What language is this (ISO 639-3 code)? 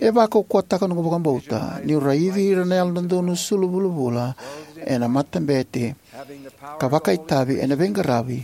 fij